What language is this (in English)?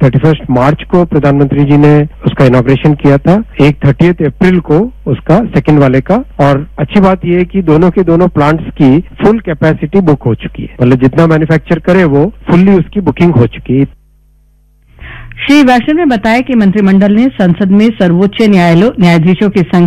Hindi